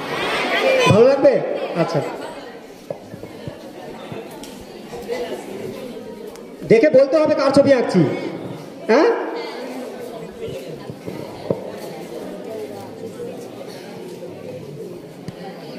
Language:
Bangla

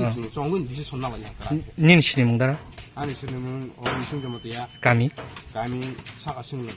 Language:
Kok Borok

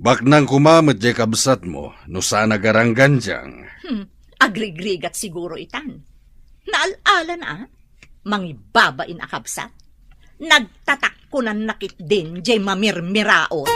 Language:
Iloko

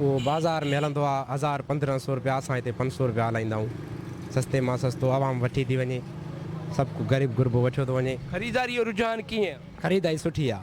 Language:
Sindhi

